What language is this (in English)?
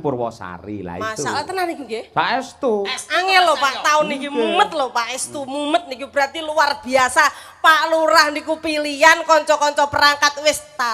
Javanese